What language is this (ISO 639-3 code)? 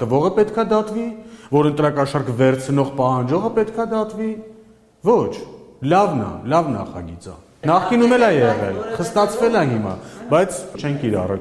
hye